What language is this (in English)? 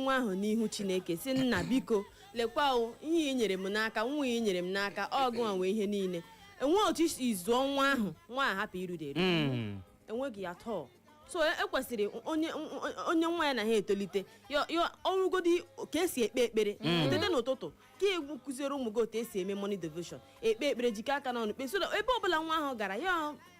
Igbo